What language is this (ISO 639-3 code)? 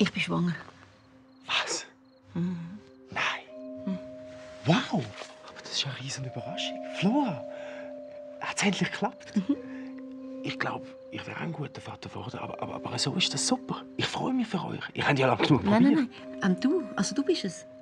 gsw